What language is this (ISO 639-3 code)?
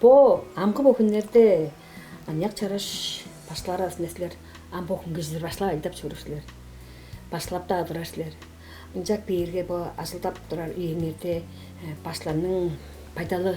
tyv